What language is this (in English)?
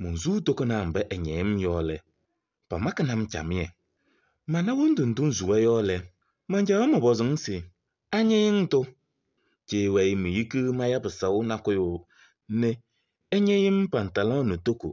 Kabiyè